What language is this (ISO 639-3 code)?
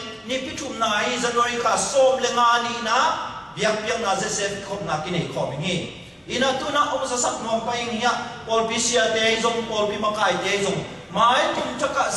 ctd